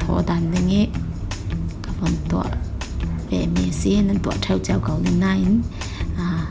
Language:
Falam Chin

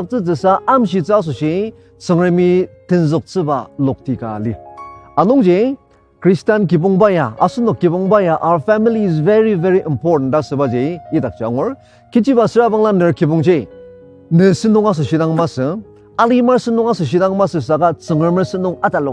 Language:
Ao Naga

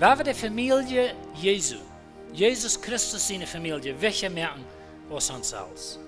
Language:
Plautdietsch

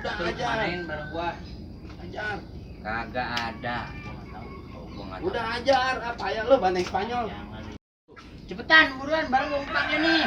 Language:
Betawi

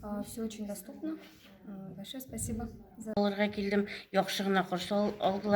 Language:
Tatar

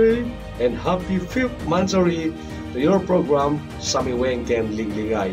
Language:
Iloko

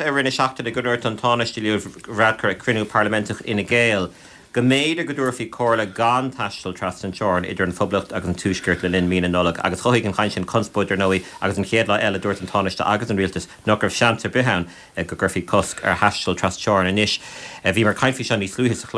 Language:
Irish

